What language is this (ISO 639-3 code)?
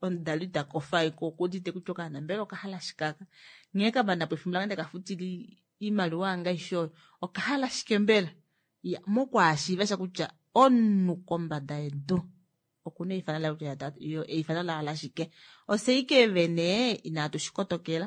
kua